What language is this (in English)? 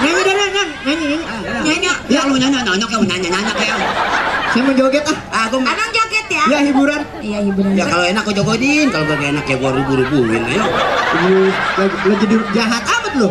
Betawi